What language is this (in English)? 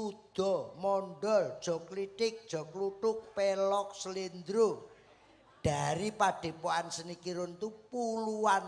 Javanese